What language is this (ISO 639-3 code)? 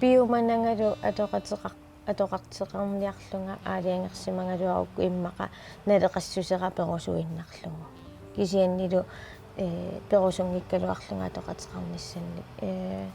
kal